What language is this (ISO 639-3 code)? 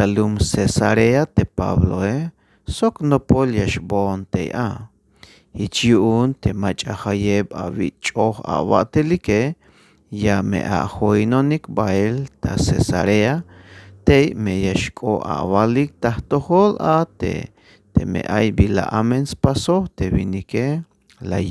tzh